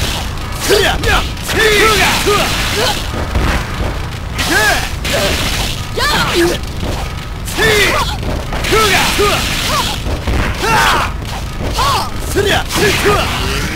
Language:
Japanese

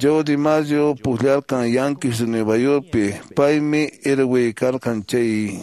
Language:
Quechua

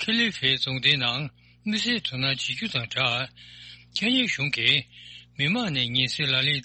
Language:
Tibetan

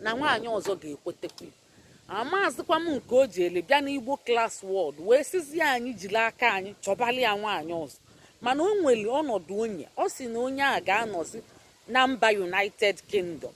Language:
Igbo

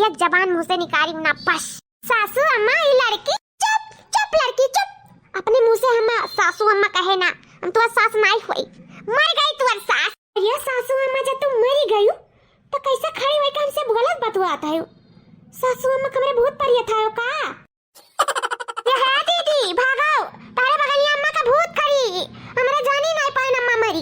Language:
Awadhi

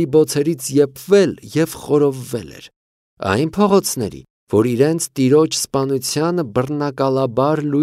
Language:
Armenian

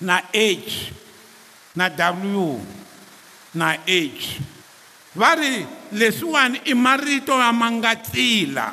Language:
Tsonga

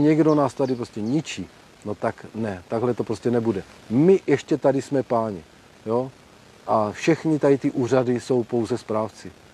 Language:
Czech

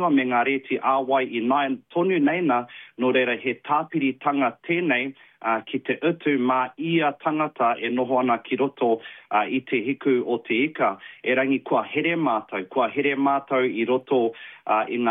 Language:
Māori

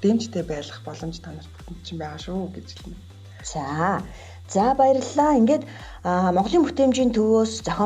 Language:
Mongolian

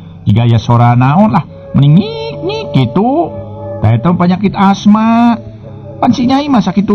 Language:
Sundanese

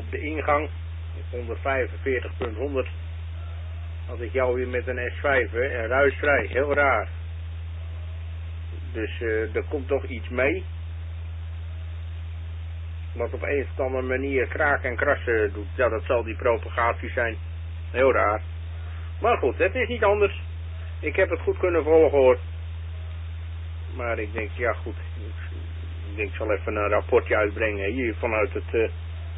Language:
Dutch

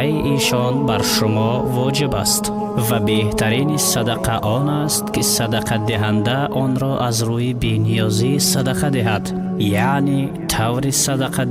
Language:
Tajik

